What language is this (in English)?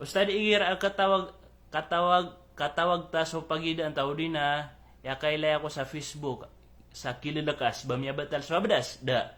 Maranao